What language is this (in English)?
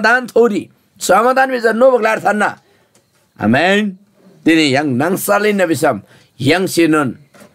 Eastern Tamang